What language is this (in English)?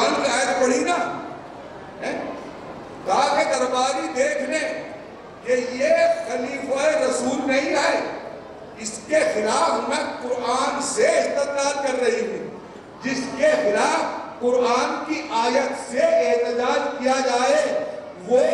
Urdu